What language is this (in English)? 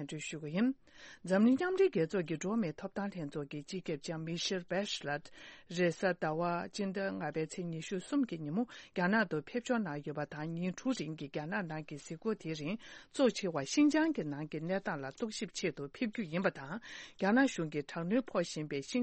Tibetan